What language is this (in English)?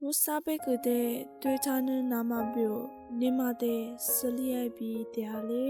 Lisu